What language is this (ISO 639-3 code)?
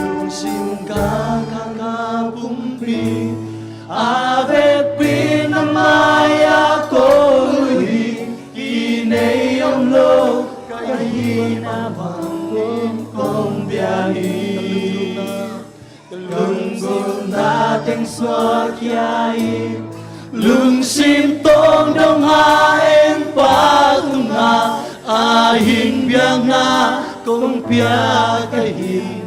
ctd